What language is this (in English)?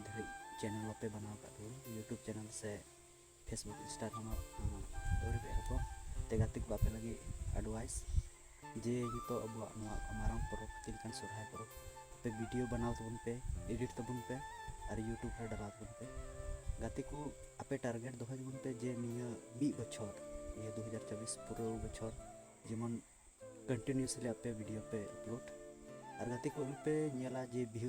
Santali